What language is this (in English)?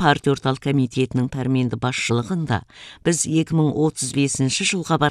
Kazakh